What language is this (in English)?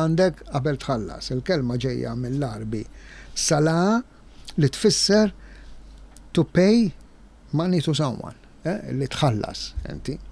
Maltese